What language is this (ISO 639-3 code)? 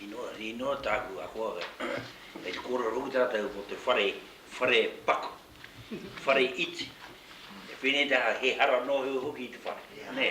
mri